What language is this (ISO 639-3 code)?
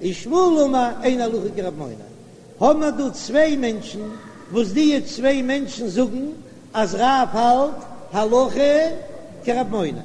yid